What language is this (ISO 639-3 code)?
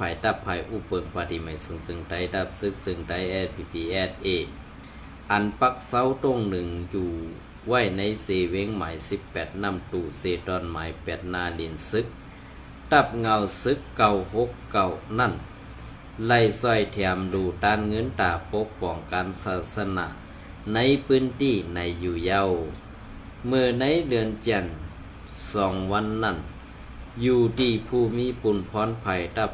shn